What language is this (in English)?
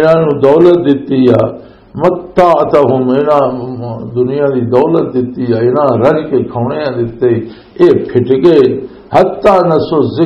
Western Panjabi